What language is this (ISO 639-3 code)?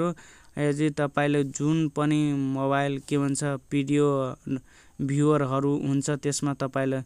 nep